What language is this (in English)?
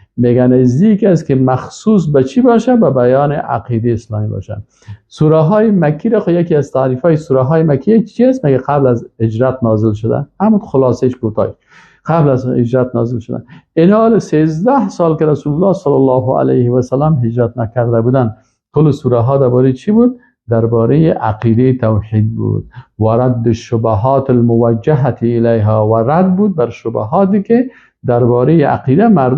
Persian